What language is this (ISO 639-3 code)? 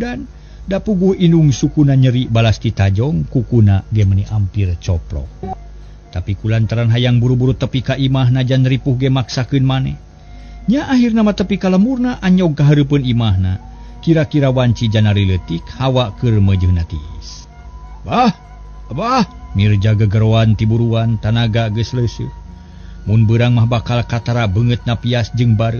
sun